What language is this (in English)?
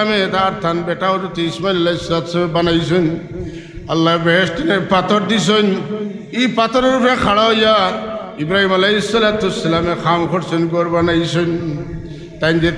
Sylheti